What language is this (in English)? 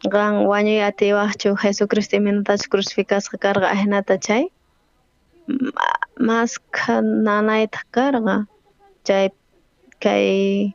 South Bolivian Quechua